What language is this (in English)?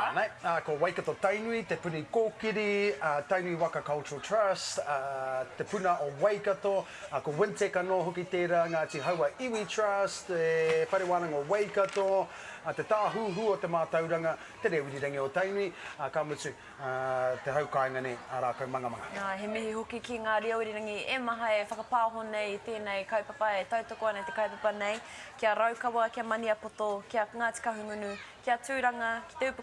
Māori